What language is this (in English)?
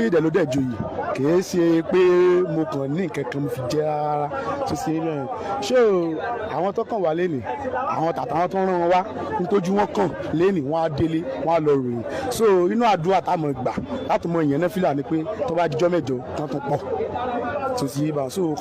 Yoruba